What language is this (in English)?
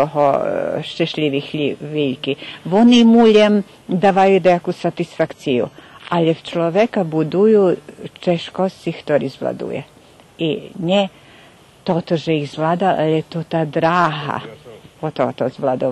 Rusyn